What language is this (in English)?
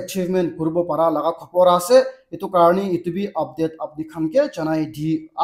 Naga Pidgin